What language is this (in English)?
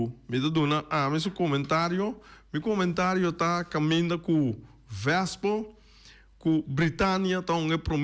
Papiamento